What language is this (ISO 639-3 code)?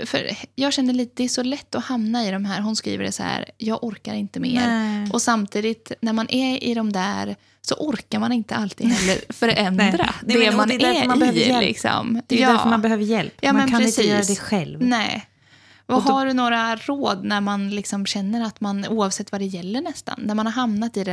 swe